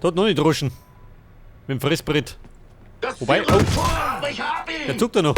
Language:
Bavarian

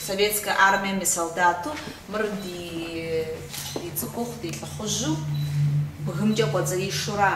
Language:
Kabardian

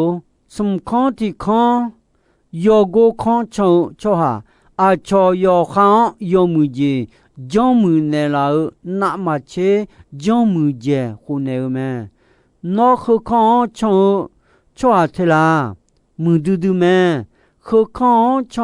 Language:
Akha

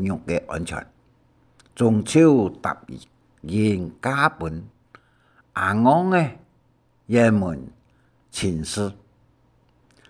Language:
Hakka Chinese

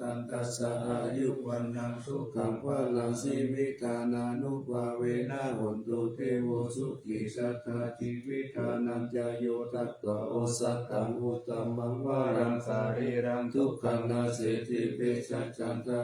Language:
Pali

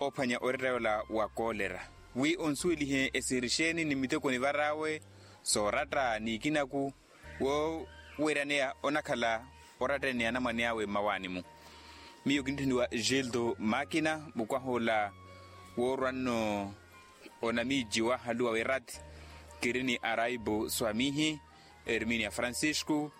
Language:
Makhuwa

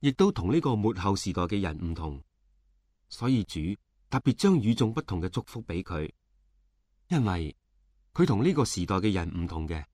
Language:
Cantonese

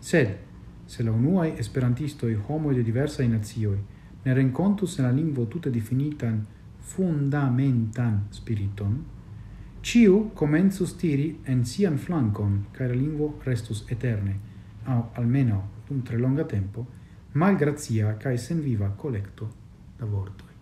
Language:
Esperanto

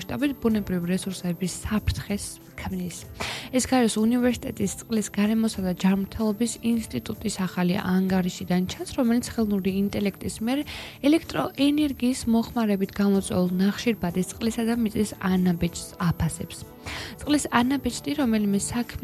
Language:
Georgian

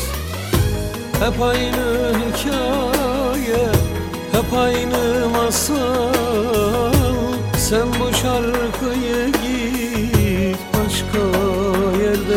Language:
Turkish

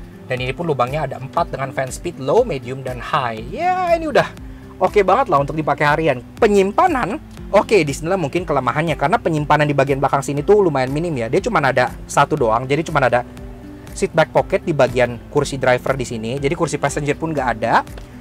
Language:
Indonesian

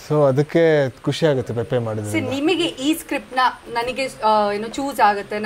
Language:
Kannada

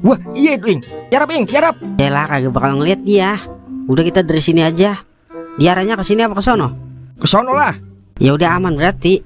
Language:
Betawi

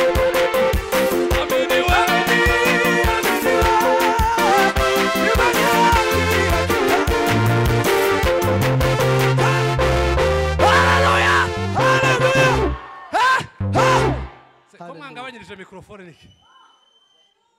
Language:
Kinyarwanda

